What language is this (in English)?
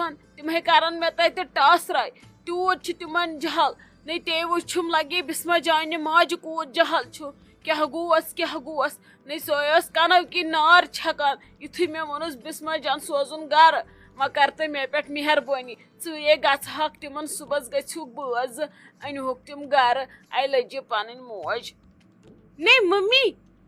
Kashmiri